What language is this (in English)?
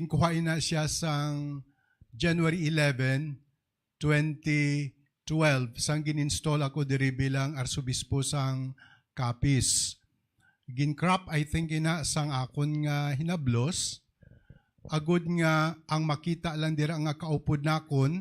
Hiligaynon